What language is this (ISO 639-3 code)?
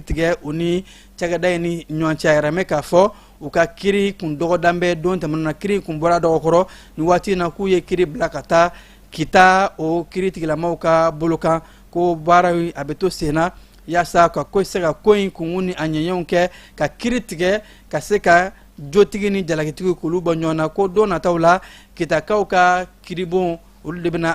bam